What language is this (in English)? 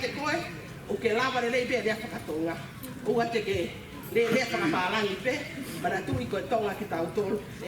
Tongan